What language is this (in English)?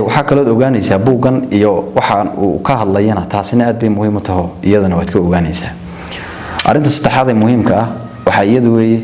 Somali